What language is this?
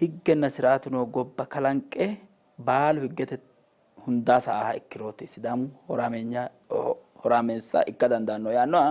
Sidamo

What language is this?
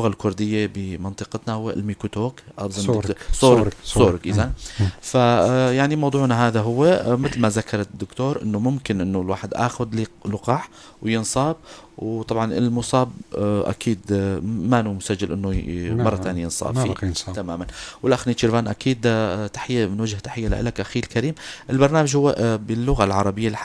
North Levantine Arabic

